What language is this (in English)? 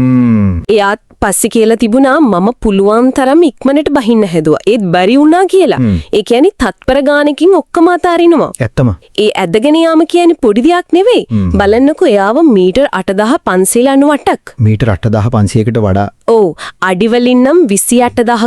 Sinhala